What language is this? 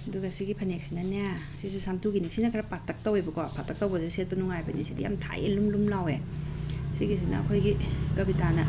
Manipuri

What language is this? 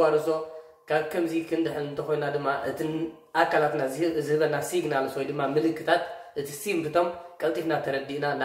Tigrinya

